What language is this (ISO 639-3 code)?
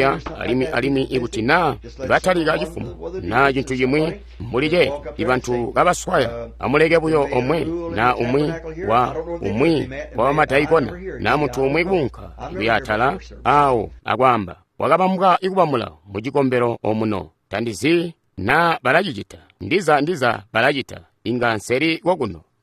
toi